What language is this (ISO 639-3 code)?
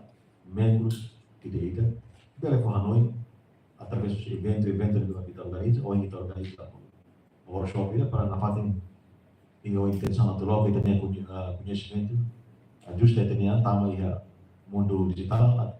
tet